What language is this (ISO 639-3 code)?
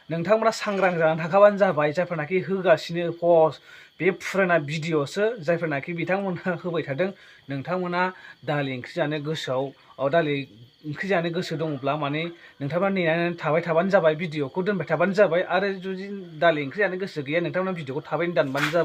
brx